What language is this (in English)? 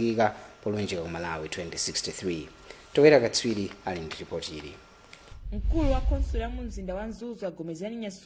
Nyanja